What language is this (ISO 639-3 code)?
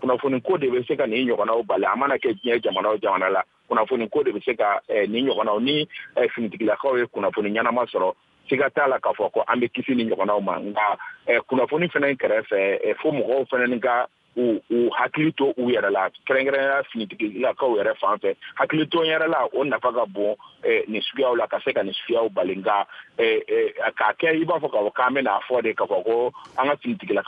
bam